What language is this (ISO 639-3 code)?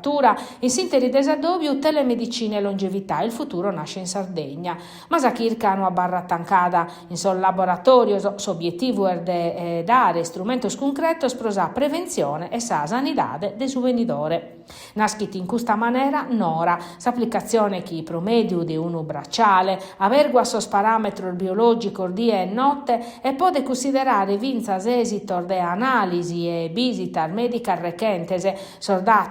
srd